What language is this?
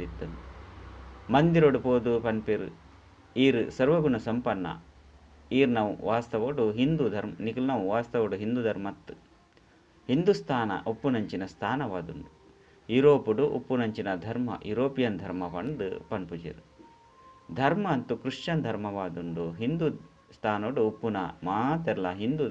Tulu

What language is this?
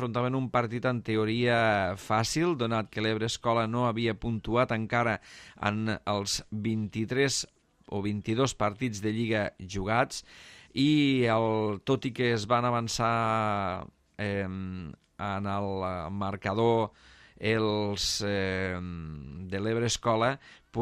Catalan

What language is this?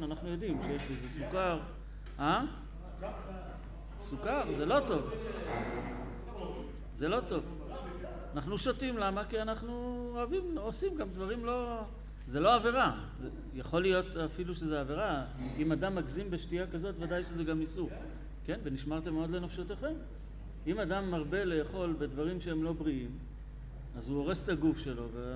Hebrew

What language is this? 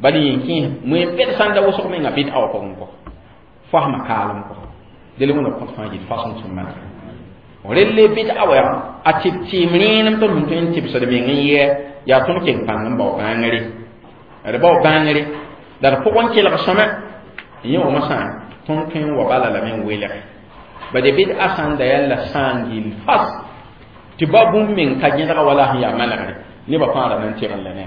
Mossi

